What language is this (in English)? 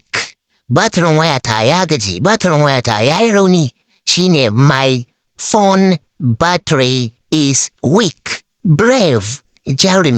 Hausa